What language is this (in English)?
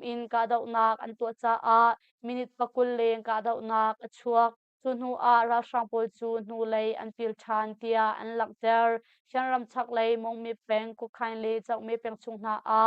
Hakha Chin